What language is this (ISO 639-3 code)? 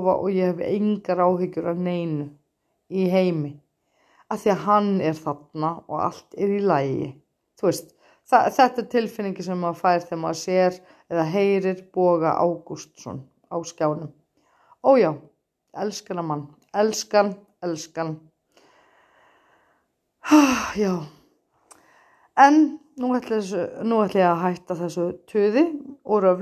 isl